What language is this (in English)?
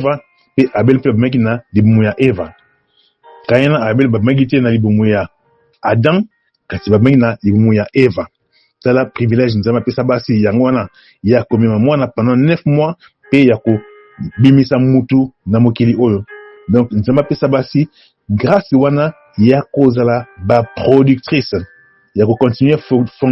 Lingala